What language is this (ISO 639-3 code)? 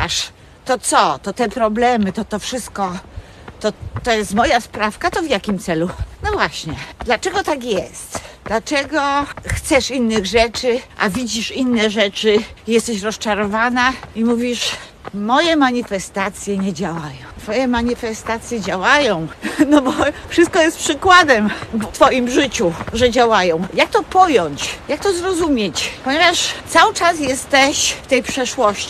pol